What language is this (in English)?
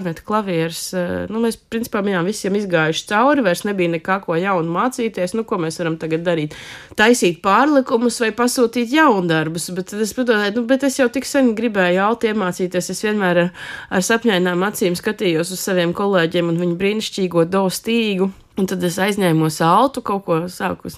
Latvian